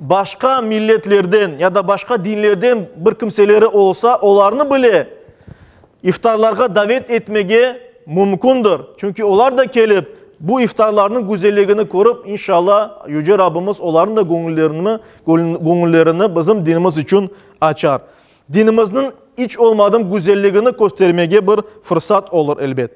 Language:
Crimean Tatar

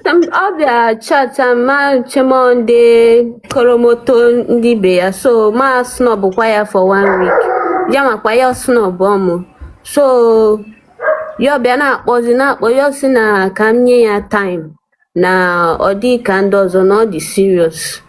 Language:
Igbo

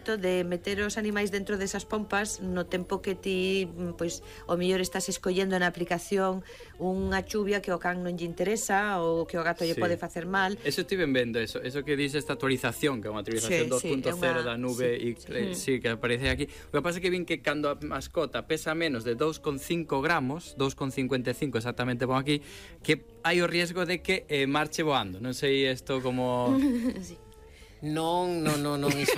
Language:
Galician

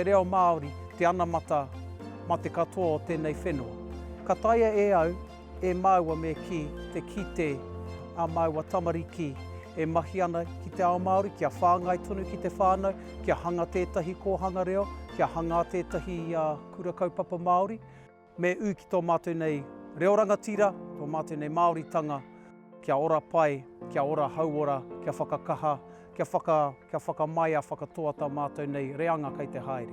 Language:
Māori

